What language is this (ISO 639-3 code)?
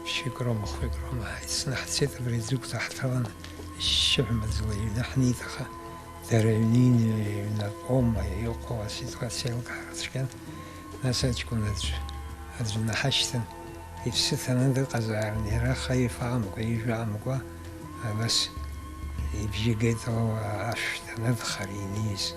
abk